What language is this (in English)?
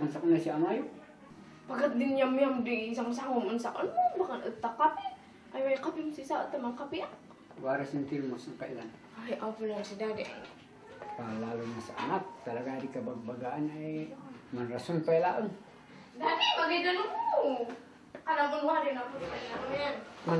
Kankanaey